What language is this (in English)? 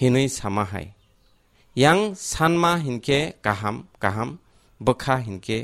Kok Borok